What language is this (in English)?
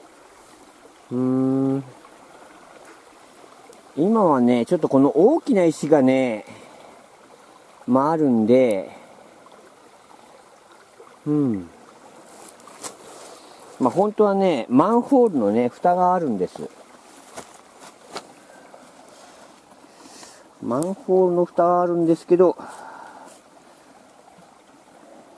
Japanese